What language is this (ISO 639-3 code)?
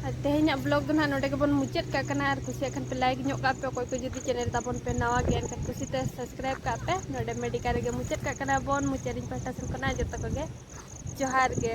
sat